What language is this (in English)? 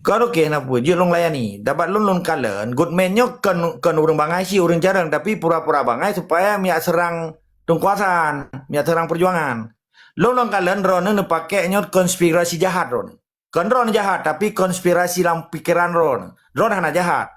Achinese